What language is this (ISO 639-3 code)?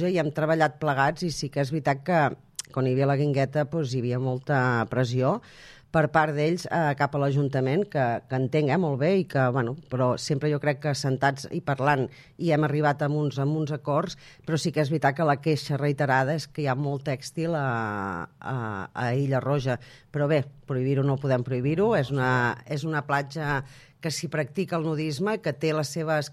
cat